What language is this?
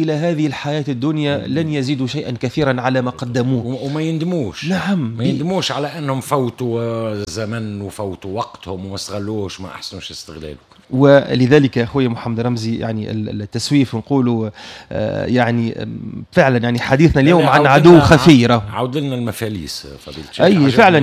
Tunisian Arabic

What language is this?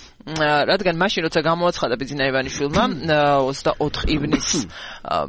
Georgian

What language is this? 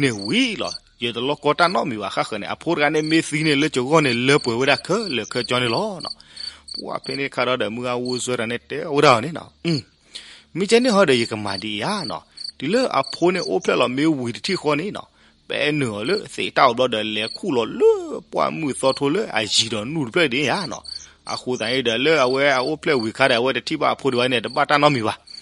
S'gaw Karen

